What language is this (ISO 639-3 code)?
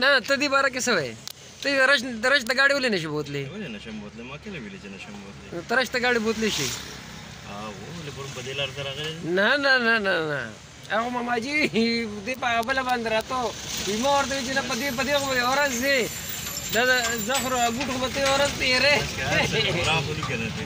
pus